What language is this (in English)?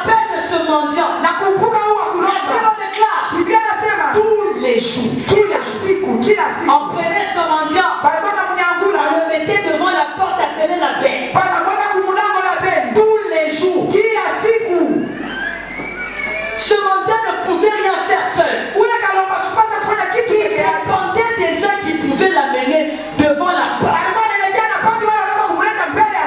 Swahili